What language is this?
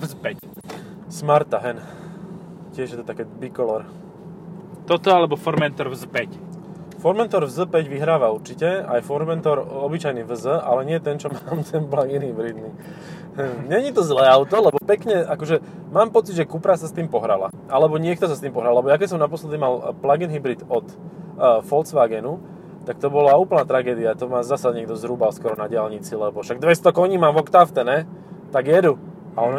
Slovak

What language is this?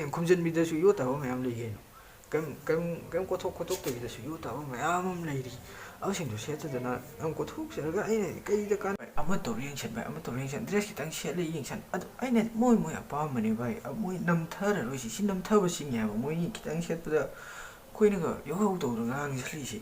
Manipuri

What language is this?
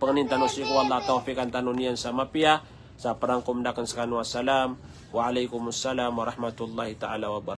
Maranao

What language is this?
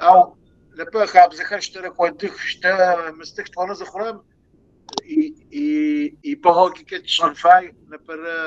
Kabardian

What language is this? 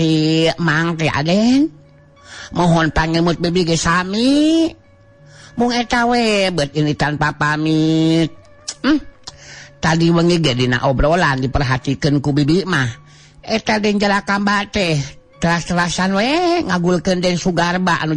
Sundanese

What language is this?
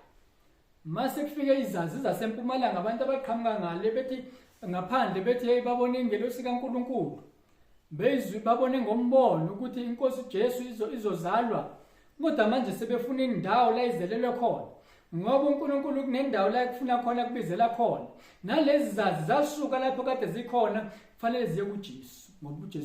Zulu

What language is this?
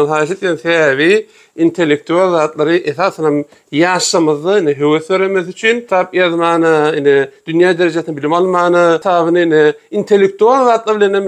Turkmen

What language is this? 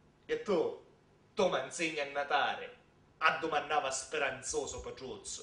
Sicilian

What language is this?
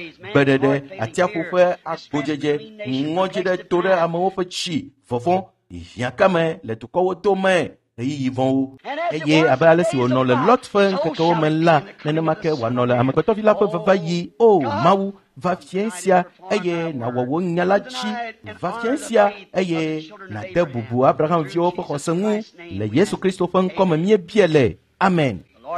Ewe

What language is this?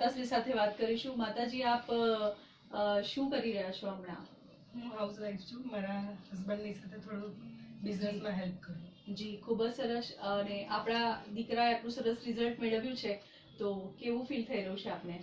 Gujarati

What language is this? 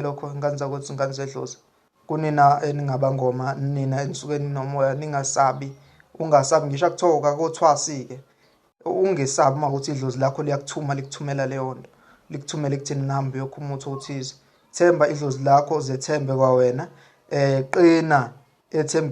Zulu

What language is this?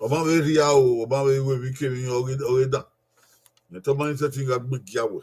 Bini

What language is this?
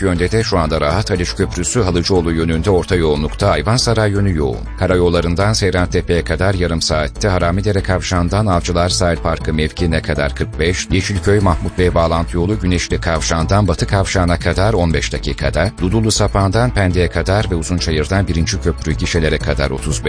Turkish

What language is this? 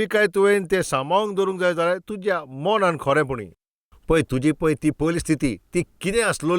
Konkani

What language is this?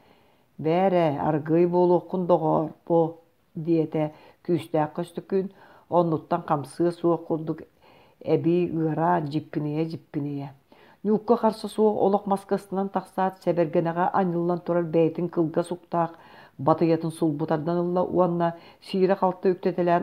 Yakut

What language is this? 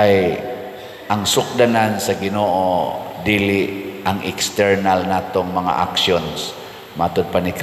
Cebuano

